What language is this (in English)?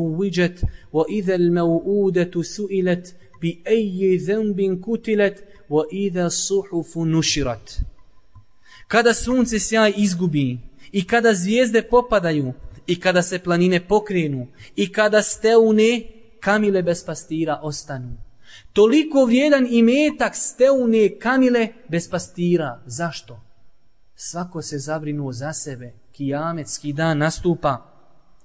Bosnian